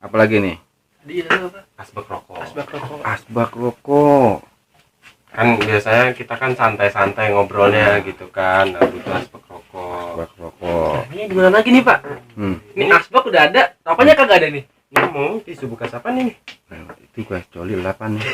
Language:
Betawi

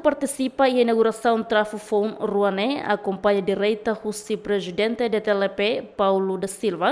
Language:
Tetum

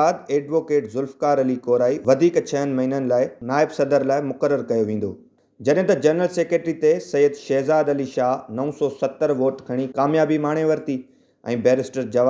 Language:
Sindhi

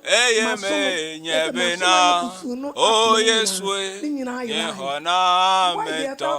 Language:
Ewe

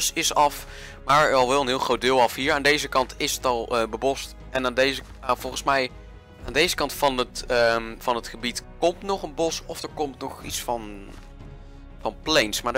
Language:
Dutch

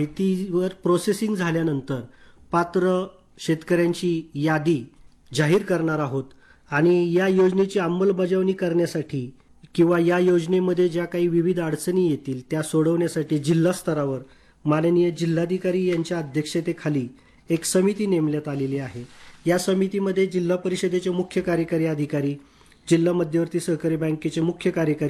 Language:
Marathi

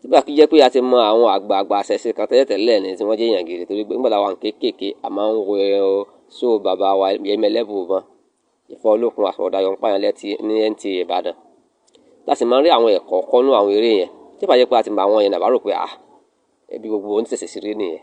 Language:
Yoruba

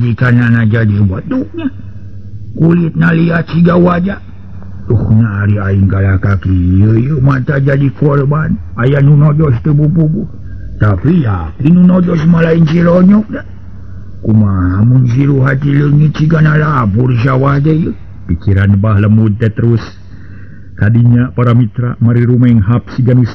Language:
Sundanese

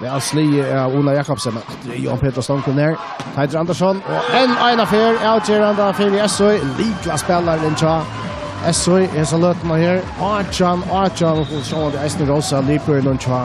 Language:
Faroese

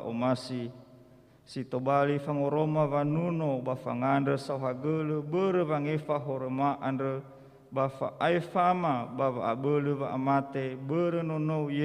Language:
Nias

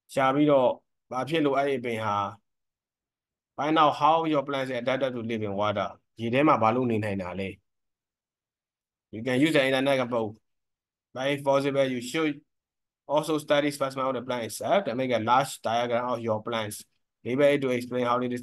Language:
Burmese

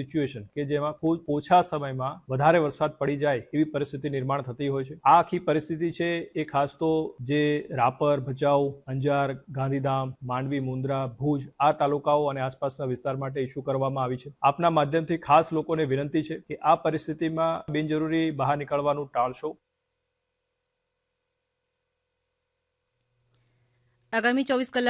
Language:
Gujarati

